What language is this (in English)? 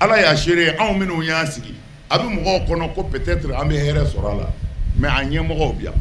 Bambara